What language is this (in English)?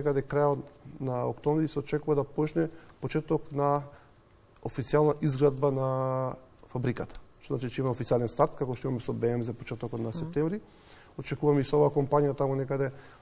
Macedonian